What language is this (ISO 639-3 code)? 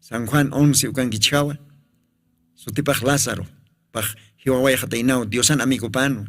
aym